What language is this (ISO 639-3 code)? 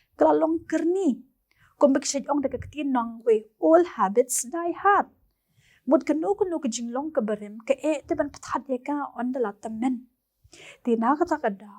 kha